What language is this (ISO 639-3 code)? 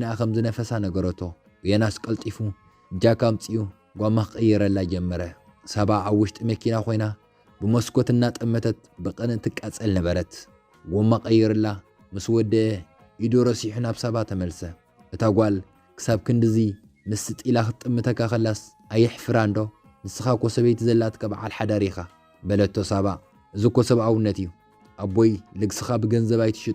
tir